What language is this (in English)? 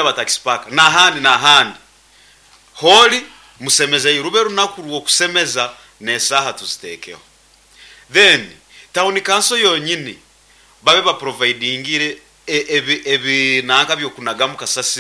Nyankole